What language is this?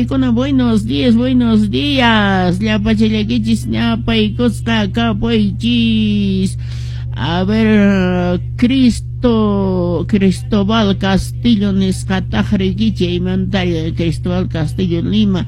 Quechua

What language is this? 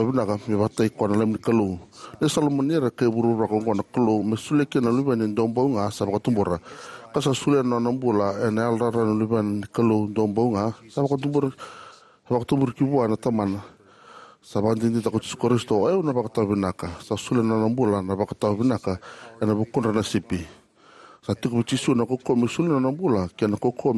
Fijian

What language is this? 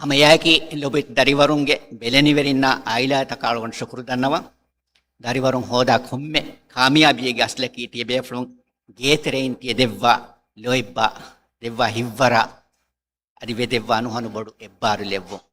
Divehi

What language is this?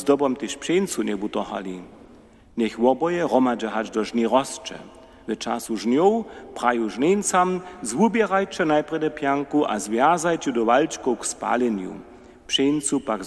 Upper Sorbian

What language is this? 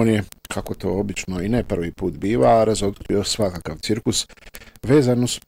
Bosnian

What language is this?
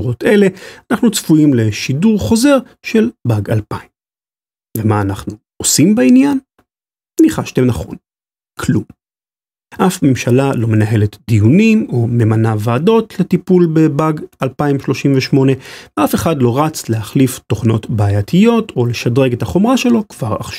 Hebrew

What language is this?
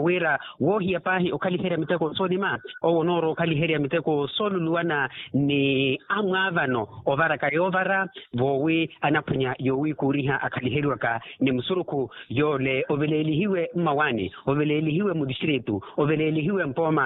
Makhuwa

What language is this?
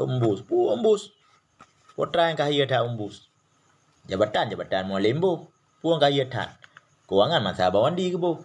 Achinese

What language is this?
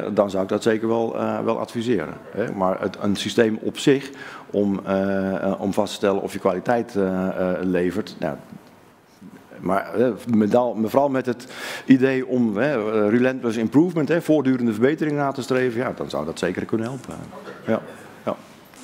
Dutch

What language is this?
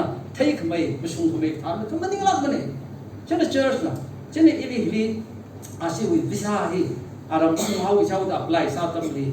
Tangkhul Naga (India)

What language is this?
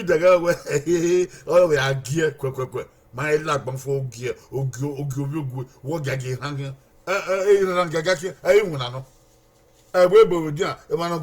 Bini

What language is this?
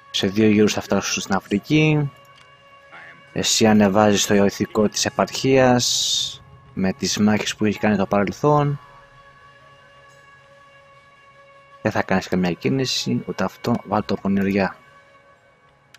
Greek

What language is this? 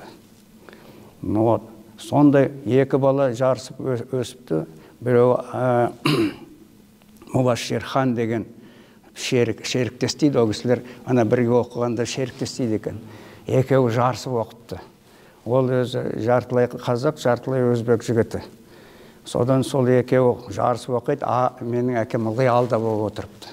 Kazakh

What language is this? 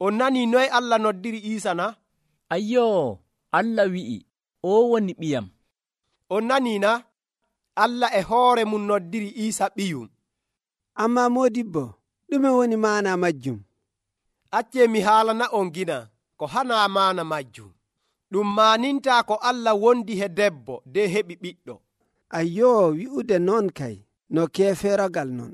Nigerian Fulfulde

